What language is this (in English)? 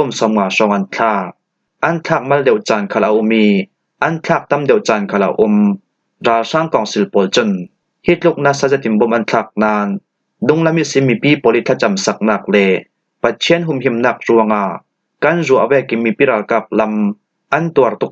Falam Chin